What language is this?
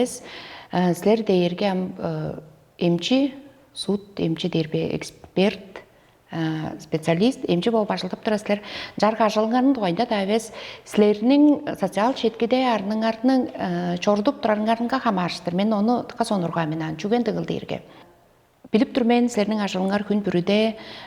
Tuvinian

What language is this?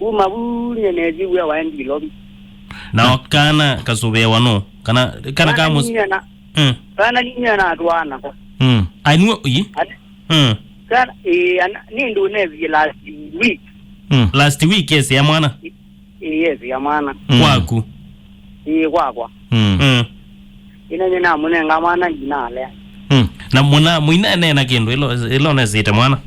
Kamba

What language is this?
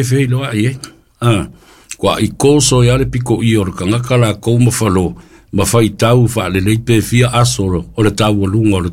Samoan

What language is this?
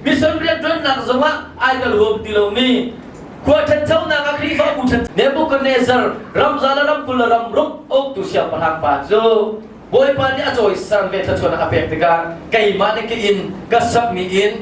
Hakha Chin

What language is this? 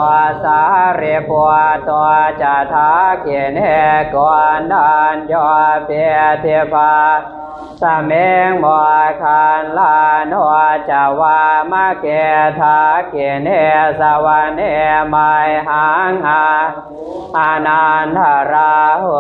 Pali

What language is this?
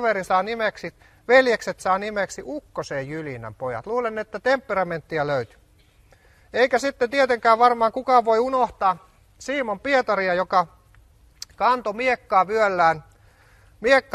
Finnish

